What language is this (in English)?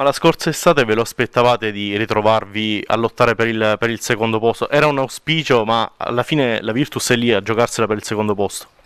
Italian